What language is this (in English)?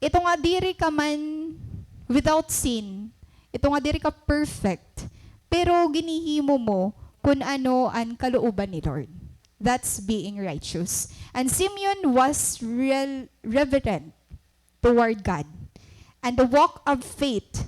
Waray